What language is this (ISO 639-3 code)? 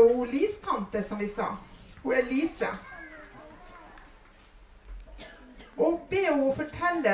nor